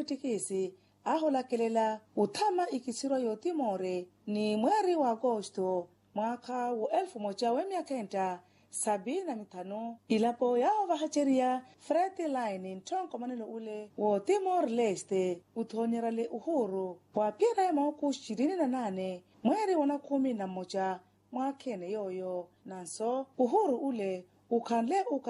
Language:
Makhuwa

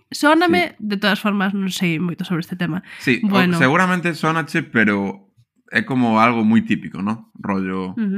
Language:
Galician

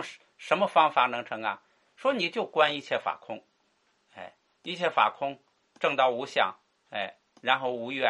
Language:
Chinese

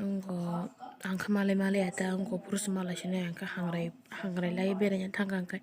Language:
Kok Borok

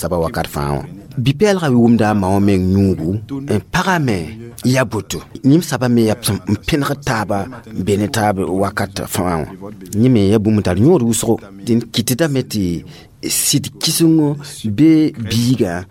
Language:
Mossi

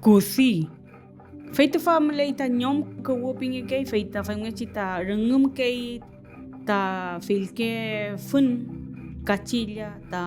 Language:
Mapuche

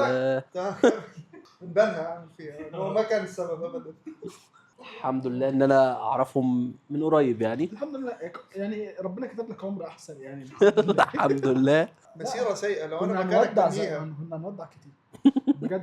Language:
Egyptian Arabic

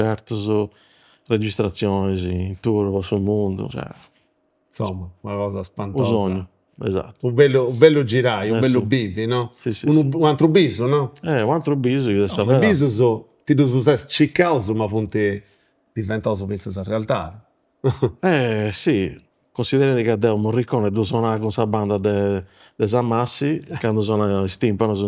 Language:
Sardinian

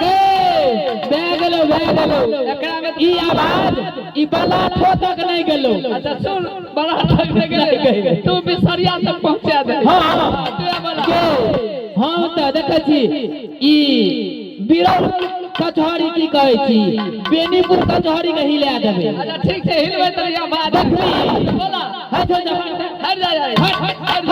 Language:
Maithili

